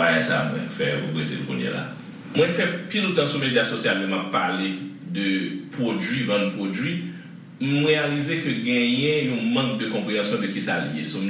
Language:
Haitian Creole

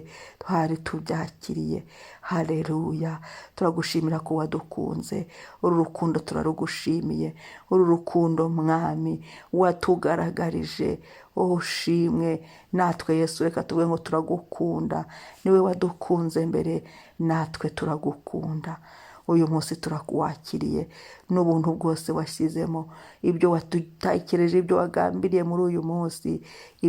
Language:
Kinyarwanda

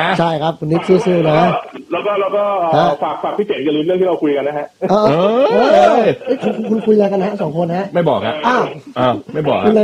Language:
Thai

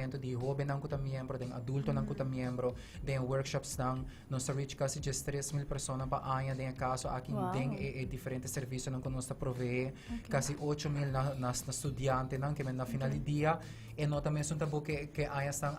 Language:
Papiamento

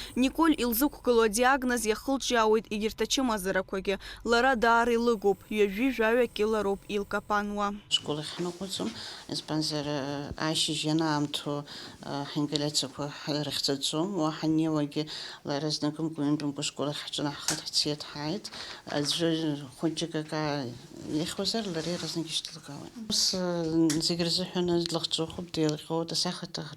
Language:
Abkhazian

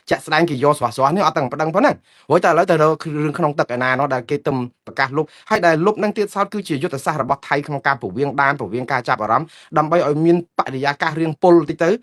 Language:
Khmer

